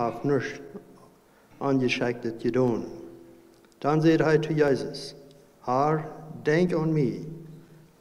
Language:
Plautdietsch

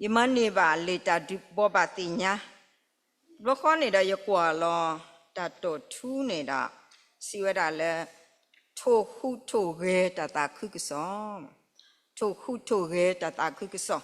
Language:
S'gaw Karen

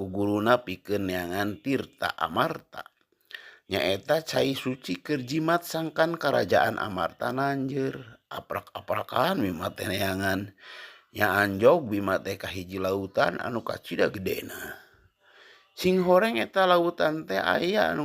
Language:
Sundanese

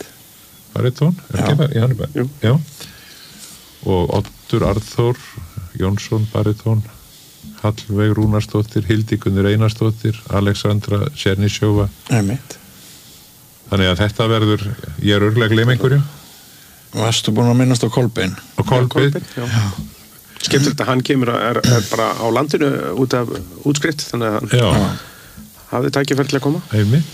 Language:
Icelandic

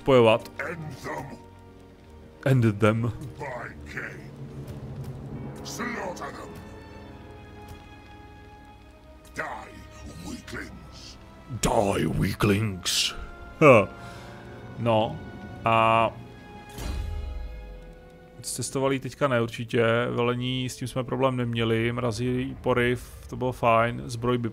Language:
Czech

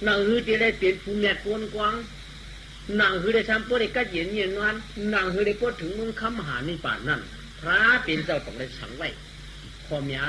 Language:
Shan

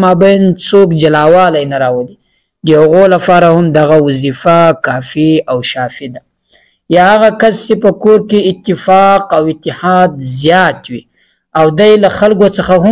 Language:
Pashto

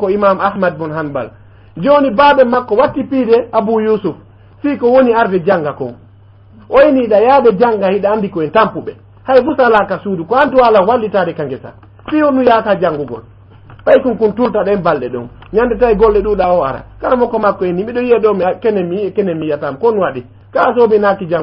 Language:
Fula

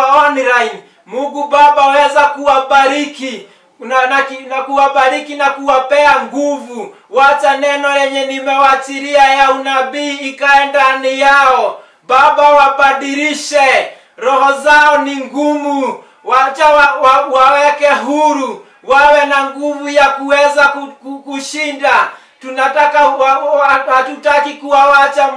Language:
Swahili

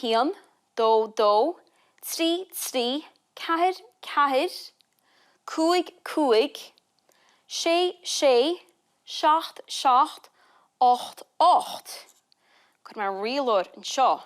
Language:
Irish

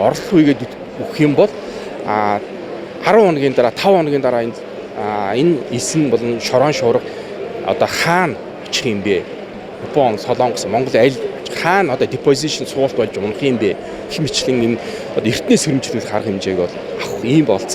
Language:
Mongolian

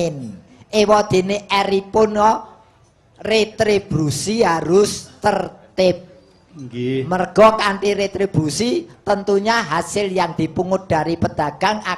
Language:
Javanese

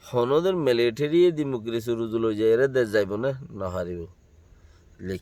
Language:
Rohingya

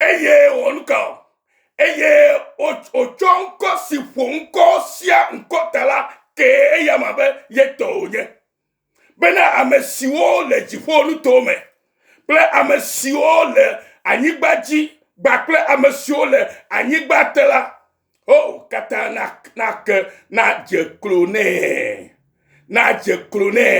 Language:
Ewe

